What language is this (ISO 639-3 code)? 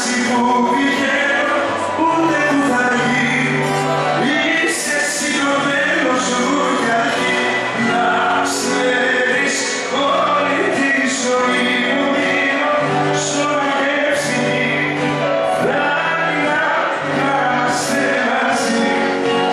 ell